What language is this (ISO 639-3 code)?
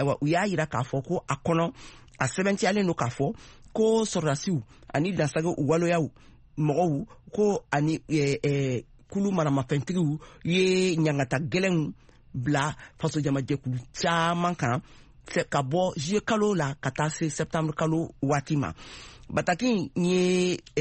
bam